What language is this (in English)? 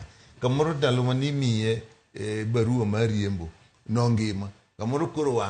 Luo (Kenya and Tanzania)